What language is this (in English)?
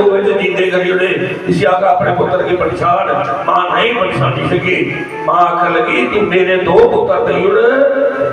Dogri